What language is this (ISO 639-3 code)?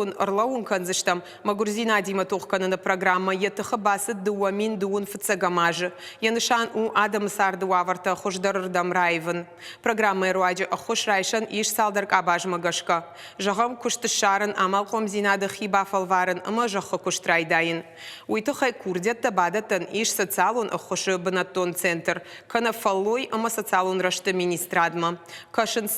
oss